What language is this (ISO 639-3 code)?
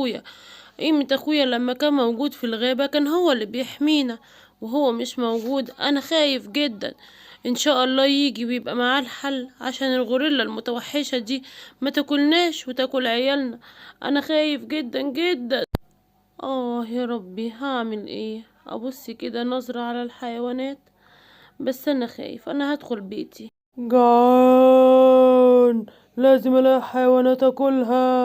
arz